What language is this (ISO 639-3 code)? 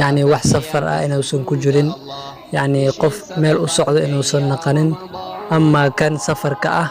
som